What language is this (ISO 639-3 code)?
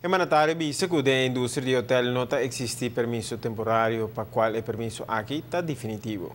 pap